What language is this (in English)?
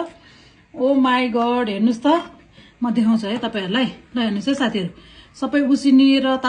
Nepali